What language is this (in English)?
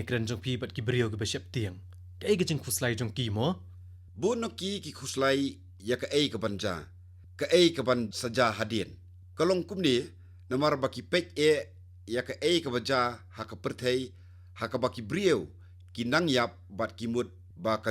Khasi